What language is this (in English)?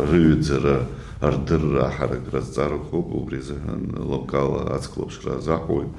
Abkhazian